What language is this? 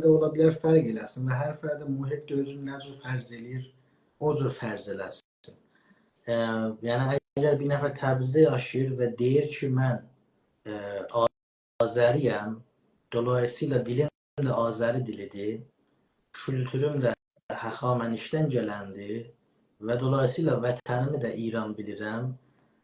South Azerbaijani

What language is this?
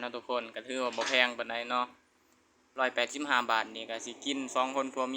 Lao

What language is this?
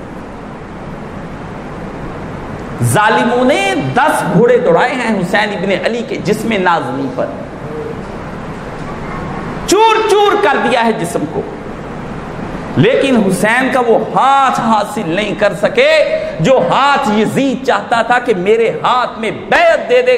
Urdu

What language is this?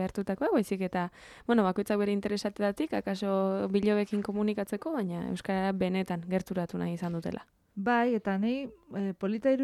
Basque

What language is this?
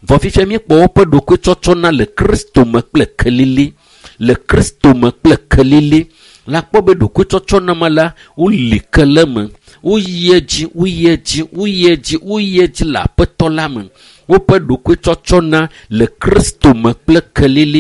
Ewe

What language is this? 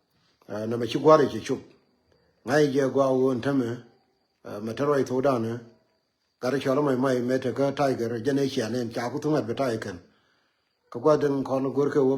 Nuer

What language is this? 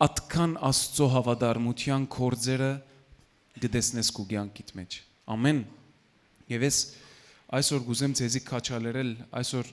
Western Armenian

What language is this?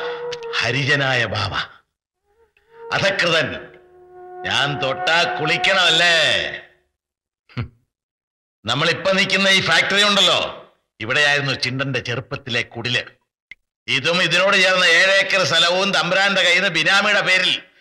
Malayalam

